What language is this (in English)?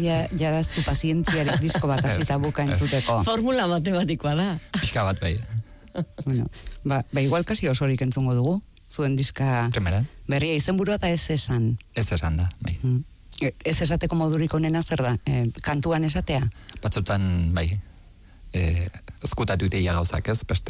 Basque